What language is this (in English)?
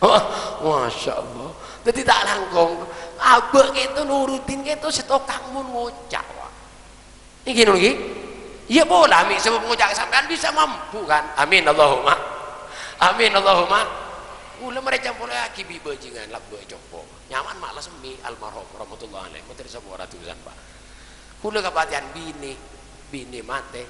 Madurese